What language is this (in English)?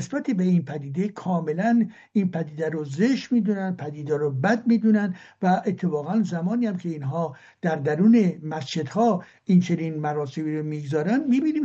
Persian